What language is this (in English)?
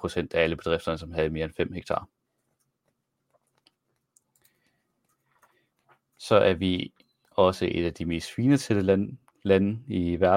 Danish